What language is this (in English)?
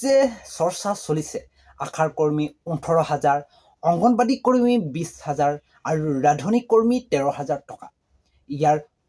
Assamese